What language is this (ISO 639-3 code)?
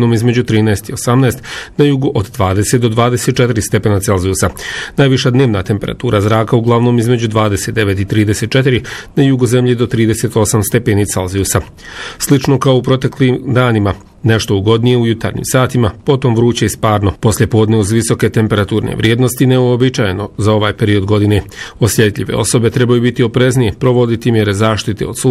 bos